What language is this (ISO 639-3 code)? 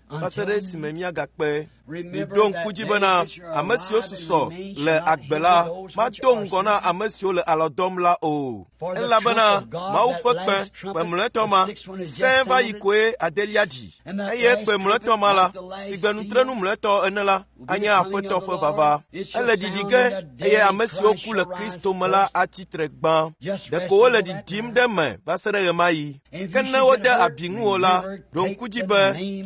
ewe